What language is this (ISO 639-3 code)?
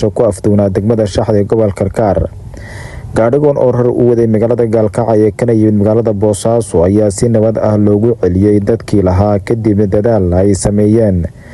som